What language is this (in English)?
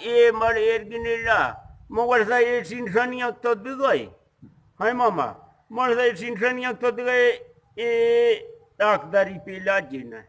Eastern Balochi